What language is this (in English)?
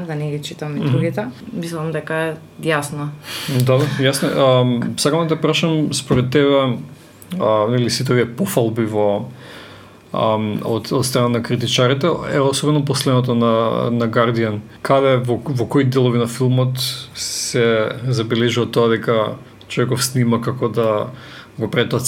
Macedonian